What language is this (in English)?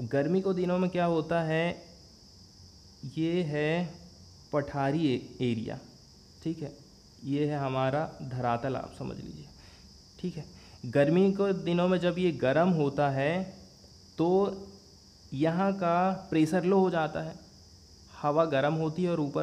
Hindi